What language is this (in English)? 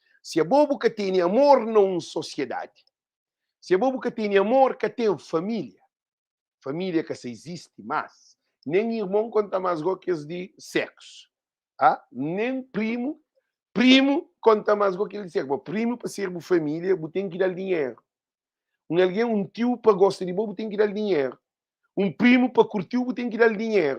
Kabuverdianu